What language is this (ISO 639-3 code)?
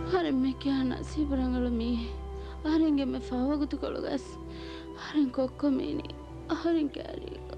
div